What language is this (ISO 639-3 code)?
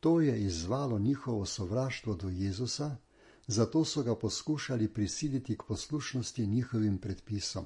slv